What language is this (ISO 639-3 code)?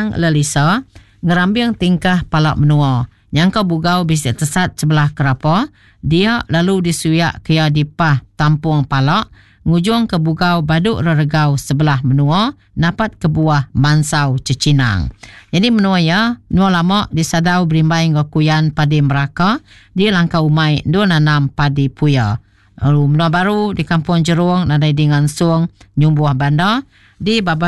iba